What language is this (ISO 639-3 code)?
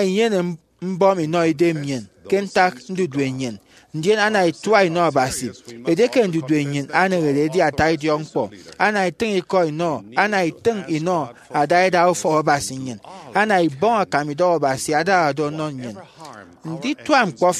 efi